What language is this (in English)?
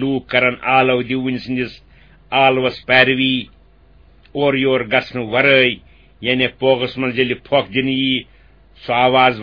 Kashmiri